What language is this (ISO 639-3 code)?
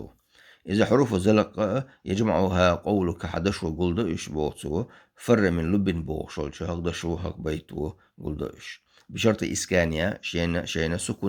che